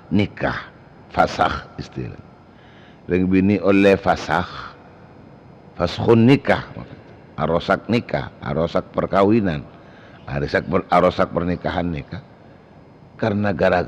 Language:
Madurese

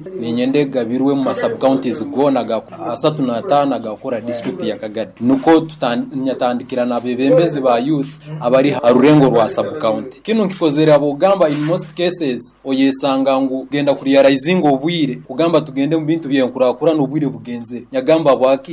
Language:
Nyoro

